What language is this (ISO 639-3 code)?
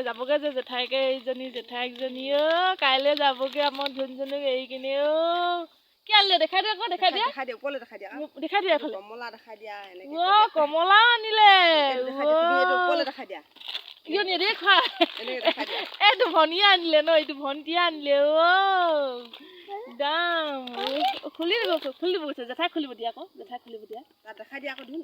asm